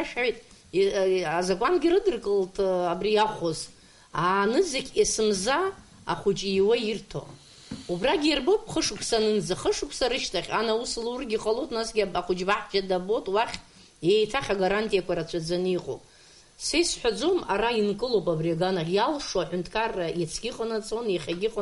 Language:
Abkhazian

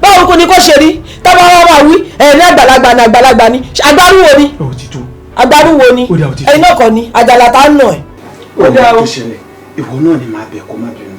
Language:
Yoruba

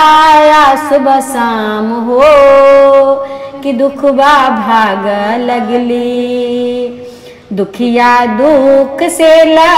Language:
Bhojpuri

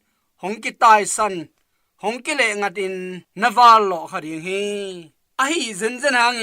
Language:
Tedim Chin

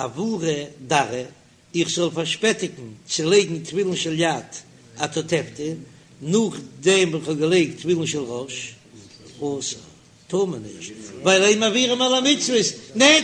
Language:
Yiddish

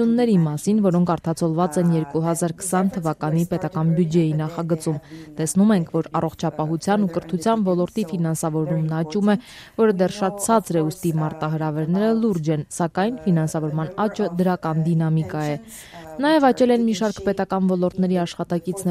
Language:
Armenian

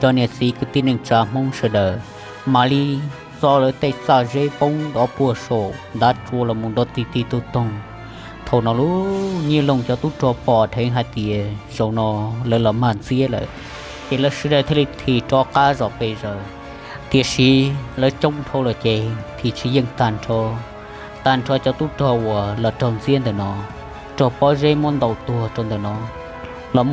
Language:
Hmong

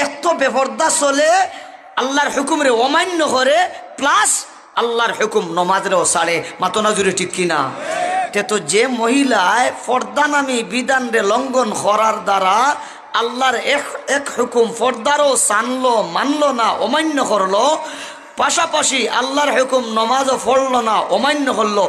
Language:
Sylheti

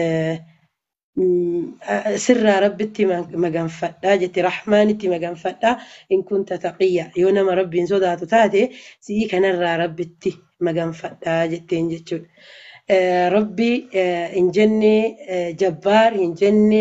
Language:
Oromo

